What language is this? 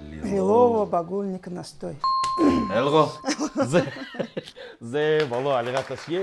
Buriat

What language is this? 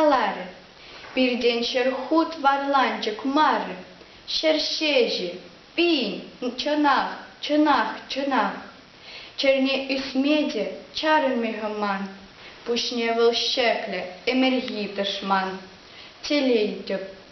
Chuvash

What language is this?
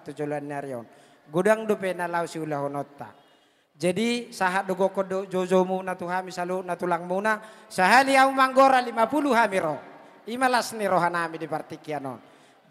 Batak Toba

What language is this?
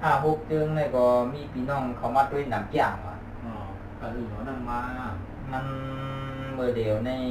Shan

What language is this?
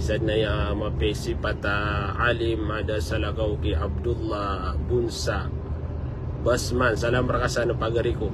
Maranao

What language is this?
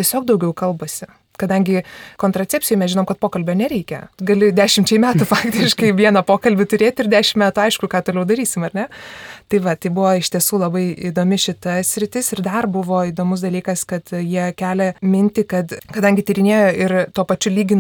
Lithuanian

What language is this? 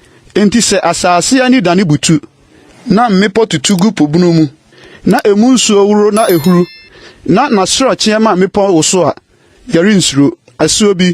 Akan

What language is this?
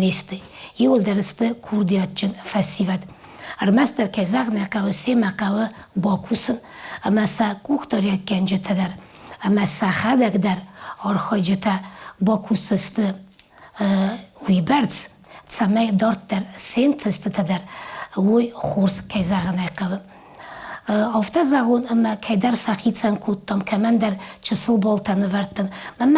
Ossetic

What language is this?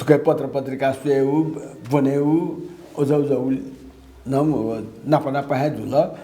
Newari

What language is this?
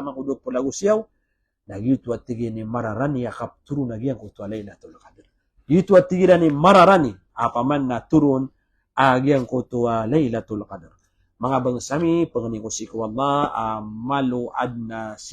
Maranao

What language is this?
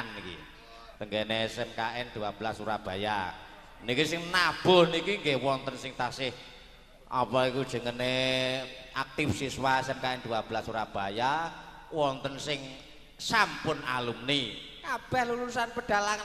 Javanese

